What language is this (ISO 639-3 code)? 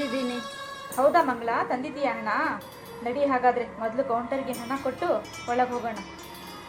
kan